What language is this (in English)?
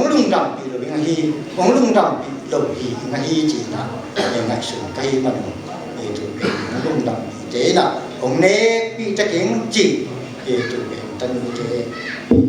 Paite Chin